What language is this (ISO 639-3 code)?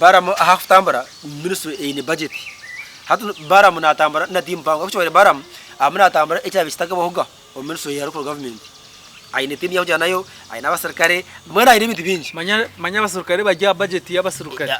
nyn